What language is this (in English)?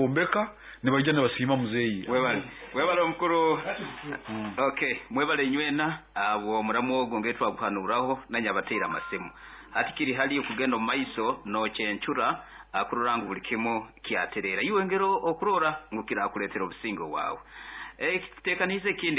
Nyankole